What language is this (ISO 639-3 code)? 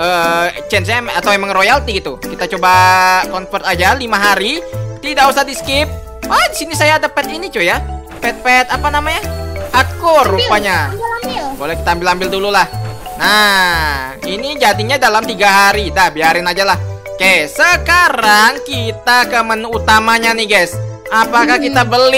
ind